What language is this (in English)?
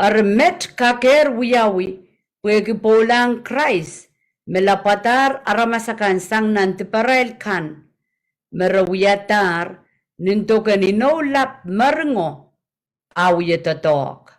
Pohnpeian